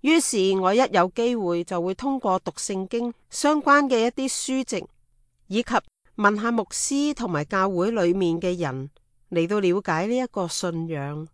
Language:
Cantonese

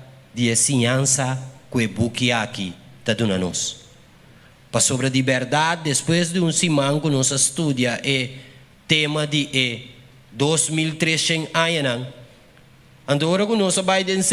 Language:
Papiamento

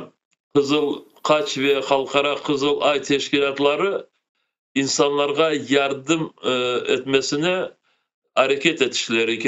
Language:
Crimean Tatar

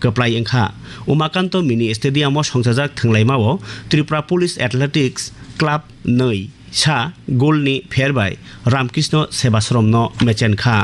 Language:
Kok Borok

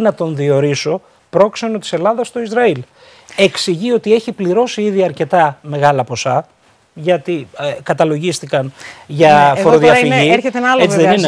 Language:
Greek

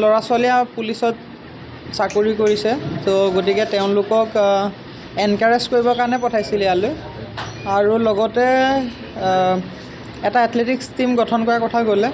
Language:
Assamese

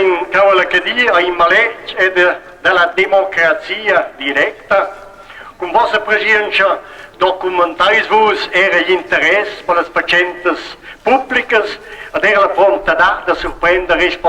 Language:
Romansh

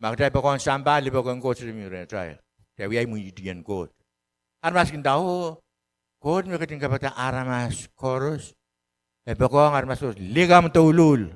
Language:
Pohnpeian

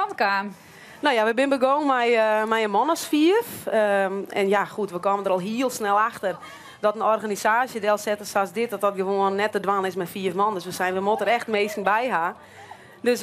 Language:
Western Frisian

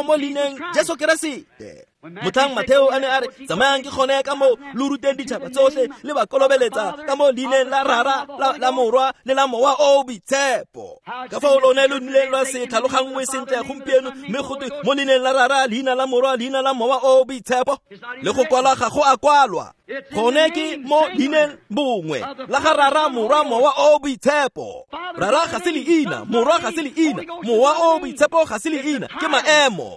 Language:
Tswana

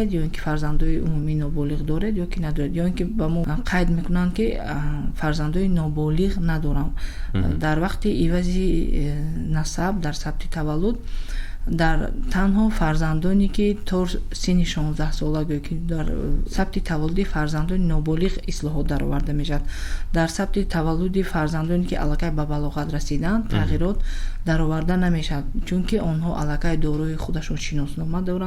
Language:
Tajik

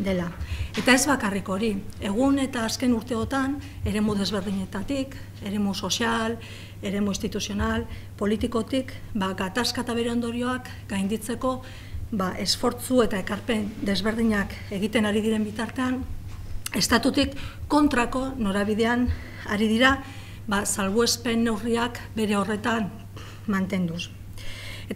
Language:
Basque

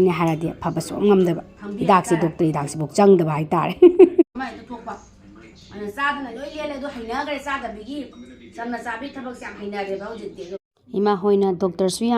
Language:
Manipuri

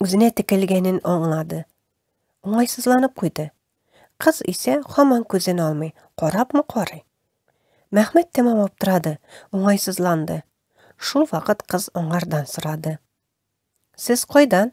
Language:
Tatar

